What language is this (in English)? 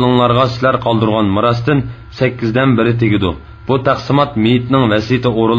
Uyghur